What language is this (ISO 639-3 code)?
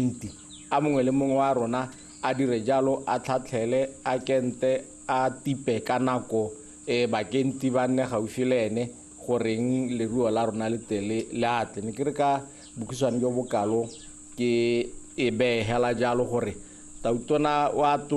tsn